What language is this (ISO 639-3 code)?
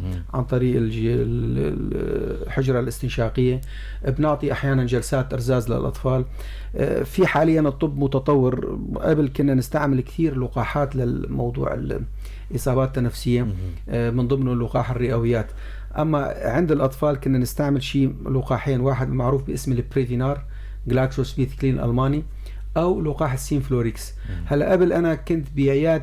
apc